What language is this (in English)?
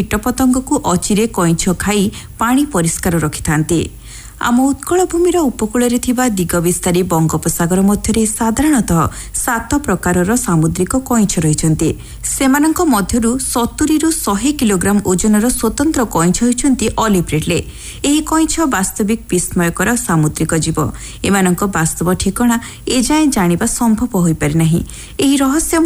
Odia